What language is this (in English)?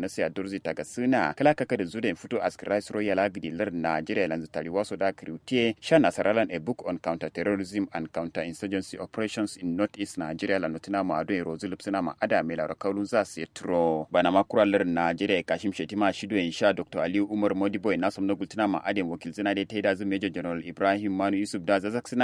Kanuri